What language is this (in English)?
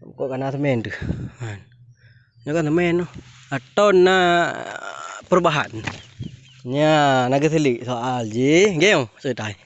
Achinese